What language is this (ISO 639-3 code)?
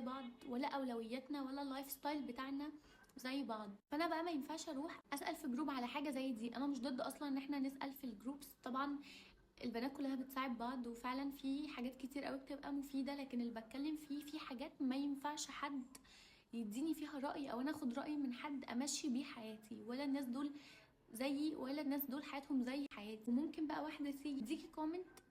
arz